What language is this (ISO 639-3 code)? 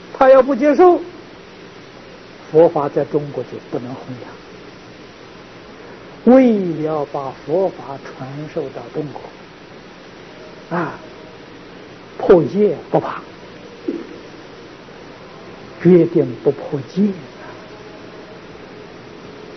zho